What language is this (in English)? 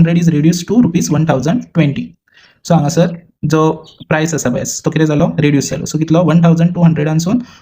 Konkani